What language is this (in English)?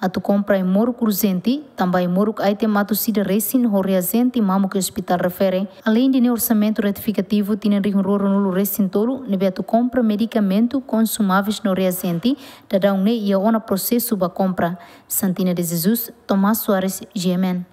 Tetum